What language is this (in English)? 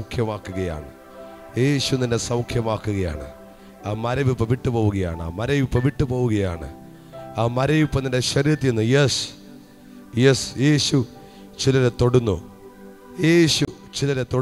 Malayalam